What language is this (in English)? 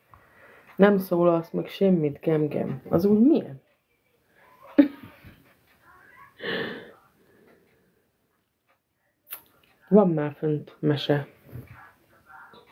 Hungarian